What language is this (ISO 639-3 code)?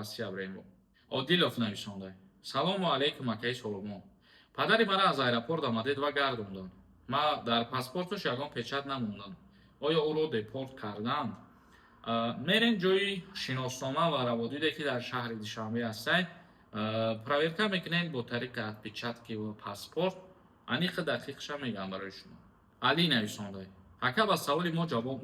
tgk